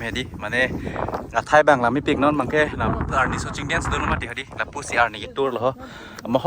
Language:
Karbi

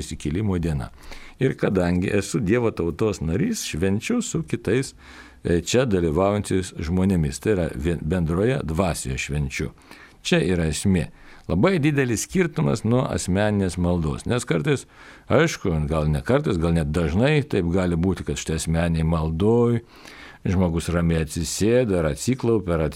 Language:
Lithuanian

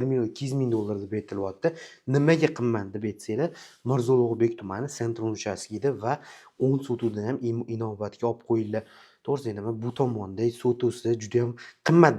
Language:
Uzbek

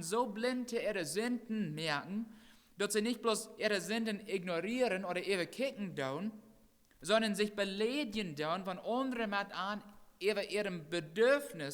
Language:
Plautdietsch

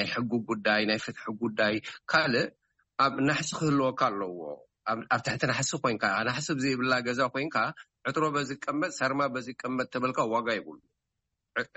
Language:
Tigrinya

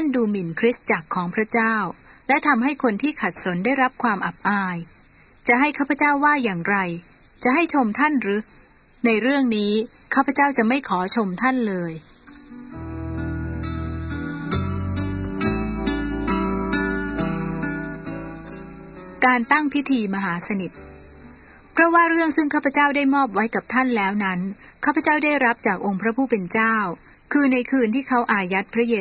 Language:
Thai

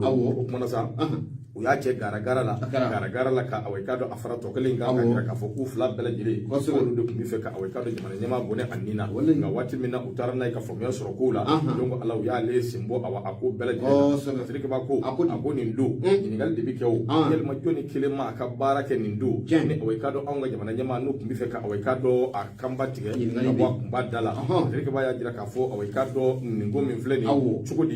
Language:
Bambara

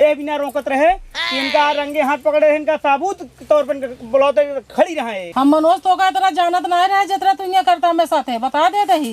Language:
Awadhi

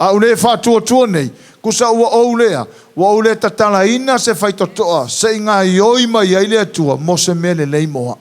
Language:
Samoan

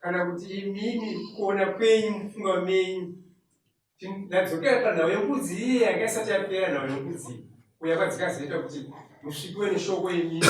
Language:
Shona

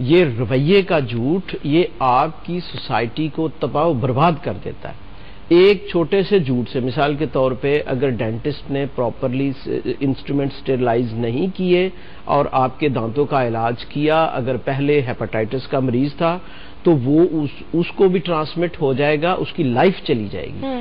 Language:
Urdu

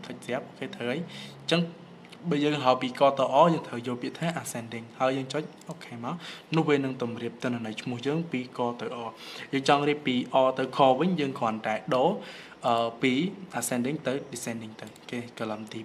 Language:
Khmer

